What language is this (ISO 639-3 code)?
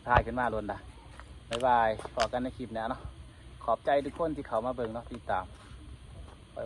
lao